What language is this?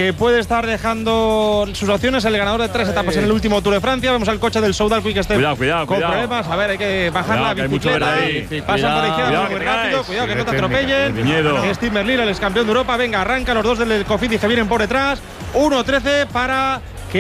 Spanish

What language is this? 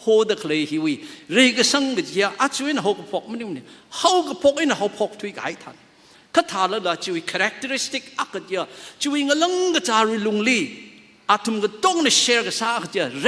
Tangkhul Naga (India)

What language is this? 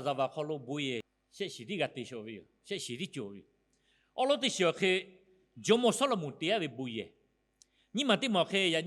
Lahu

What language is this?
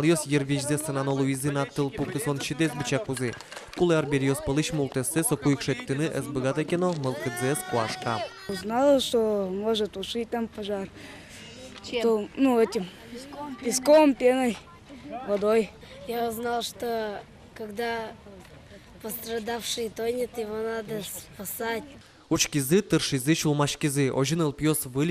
Udmurt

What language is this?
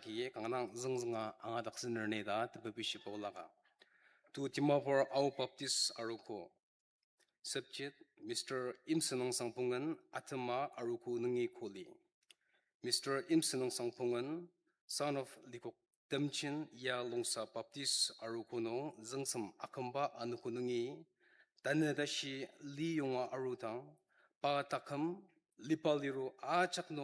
Ao Naga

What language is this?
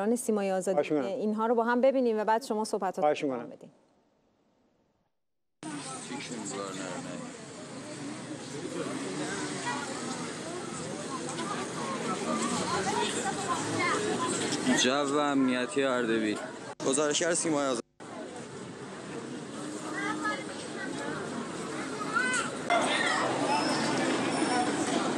Persian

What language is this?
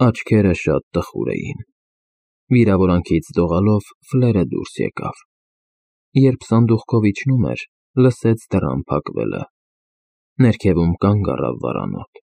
Armenian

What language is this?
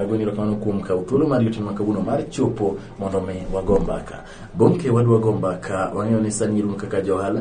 Luo (Kenya and Tanzania)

